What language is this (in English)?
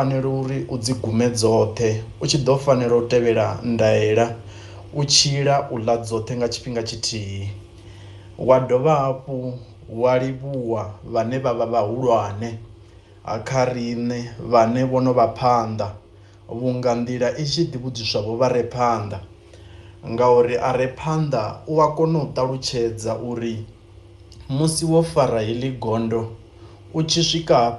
Venda